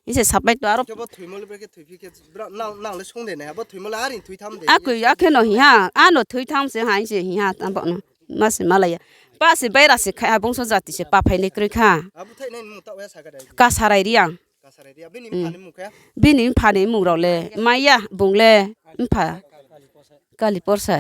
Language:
Riang (India)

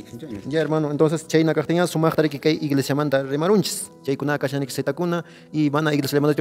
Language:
Quechua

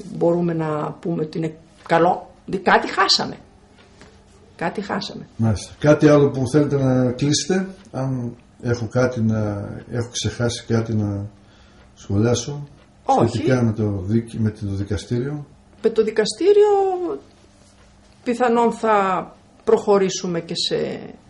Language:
Greek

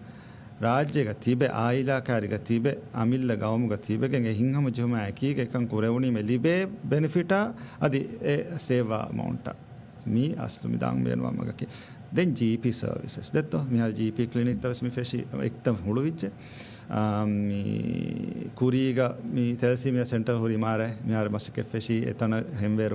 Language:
Divehi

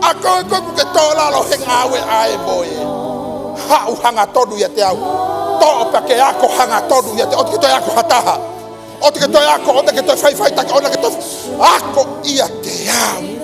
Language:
Tongan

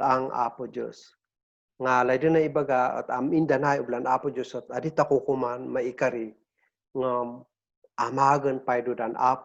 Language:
Kankanaey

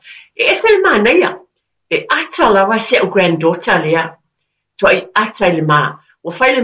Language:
Samoan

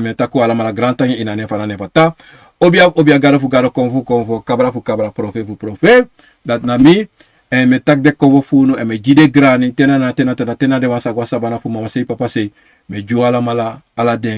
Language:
Sranan Tongo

